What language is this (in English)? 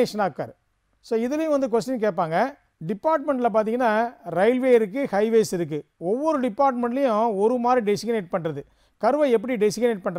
Tamil